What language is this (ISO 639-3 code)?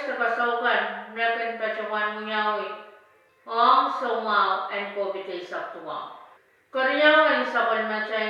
pon